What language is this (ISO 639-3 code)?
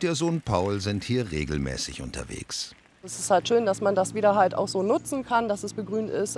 deu